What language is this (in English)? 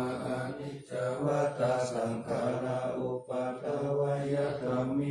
Pali